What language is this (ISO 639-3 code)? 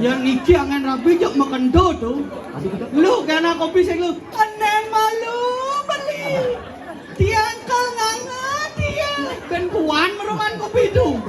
ban